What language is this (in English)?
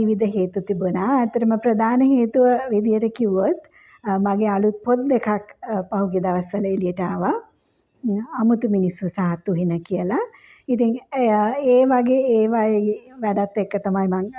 Sinhala